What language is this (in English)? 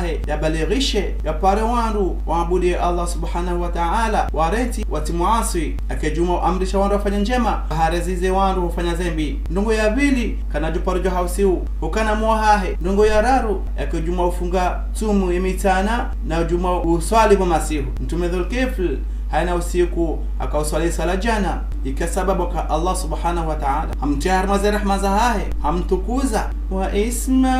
Ngazidja Comorian